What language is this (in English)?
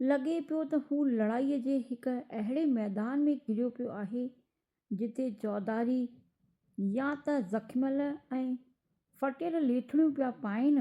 Sindhi